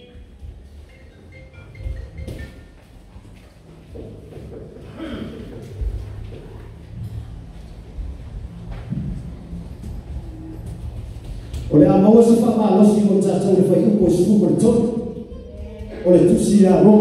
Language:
Samoan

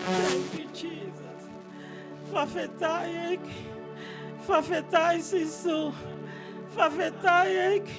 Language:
Tongan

